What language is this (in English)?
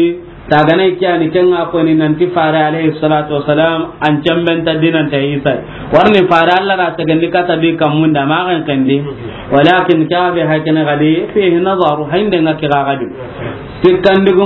Soninke